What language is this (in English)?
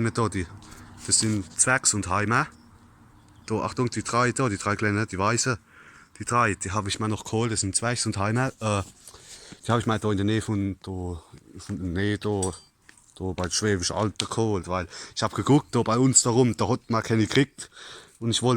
Palatine German